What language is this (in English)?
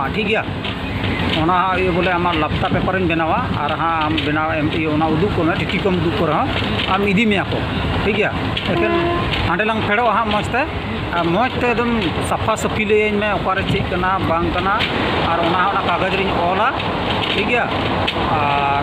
Santali